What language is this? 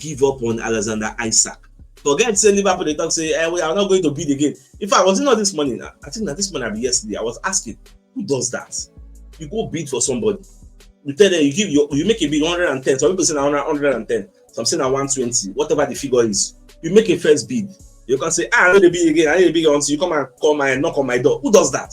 Nigerian Pidgin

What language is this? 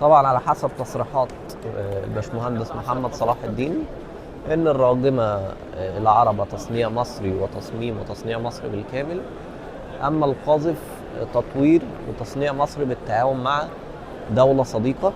Egyptian Arabic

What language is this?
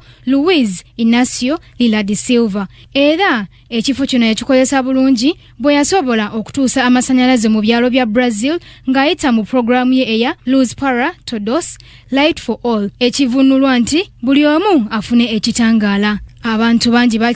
Ganda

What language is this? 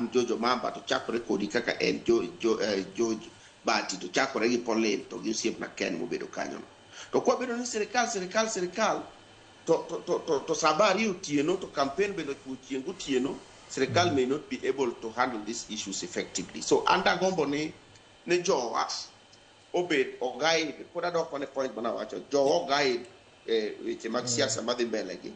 Luo (Kenya and Tanzania)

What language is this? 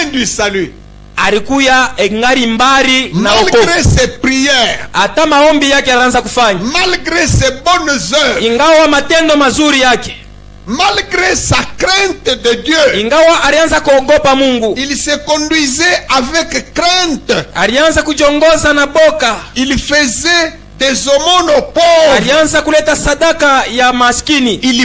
Swahili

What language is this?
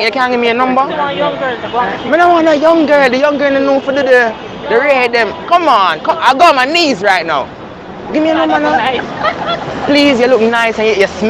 Jamaican Creole English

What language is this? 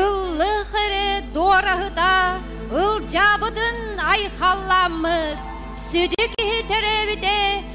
Yakut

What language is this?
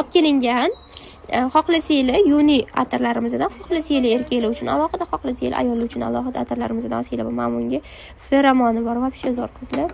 Uzbek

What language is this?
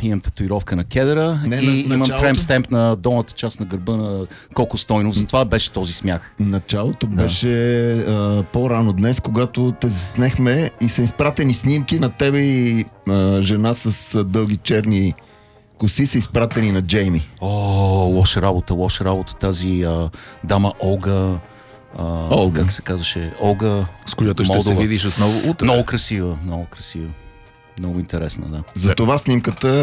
Bulgarian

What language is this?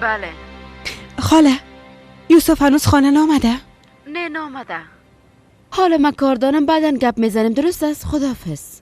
Persian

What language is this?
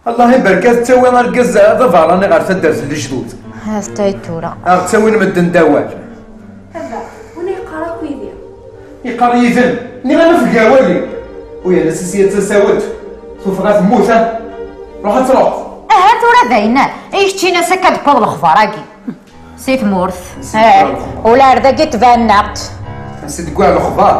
Kabyle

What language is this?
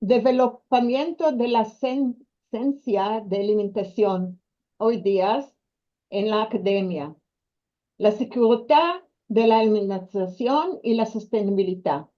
Ladino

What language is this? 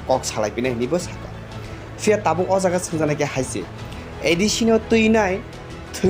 Kok Borok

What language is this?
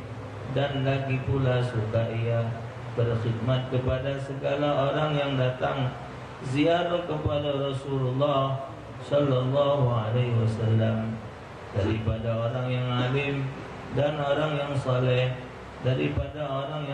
Musi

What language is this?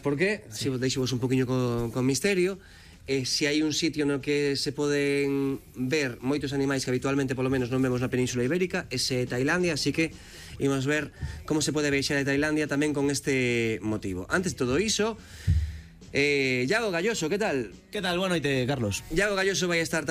Galician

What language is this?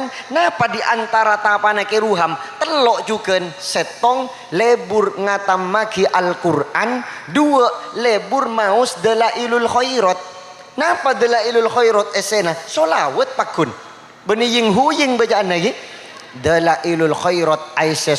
Madurese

